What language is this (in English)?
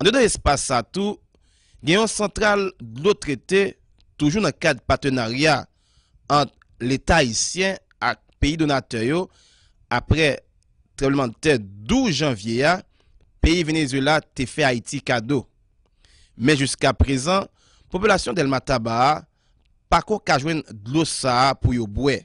Haitian Creole